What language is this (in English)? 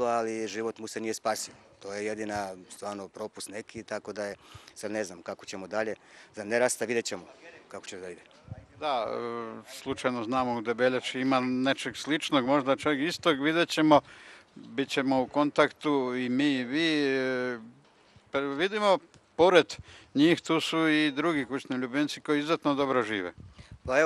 Serbian